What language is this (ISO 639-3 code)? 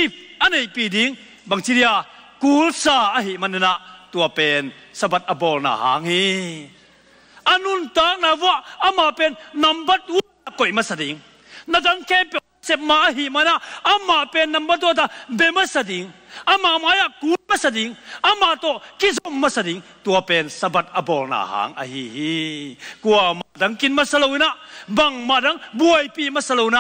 ctd